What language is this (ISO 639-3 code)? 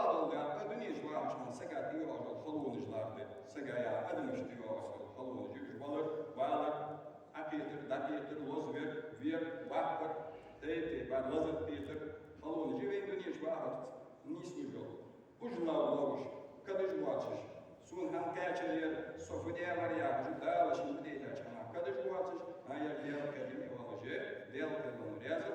inh